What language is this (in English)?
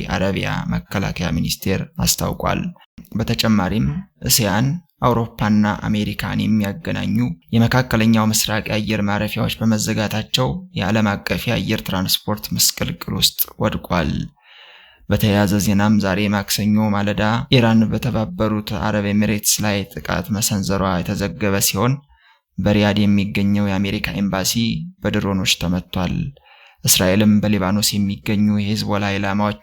Amharic